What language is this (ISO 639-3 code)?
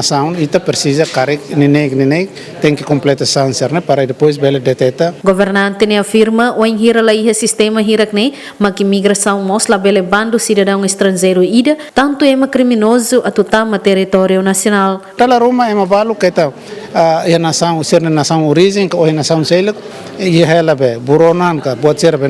tet